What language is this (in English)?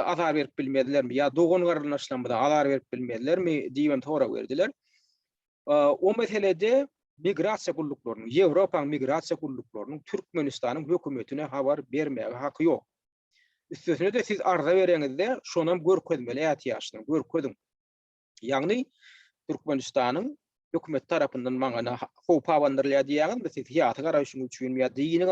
Turkmen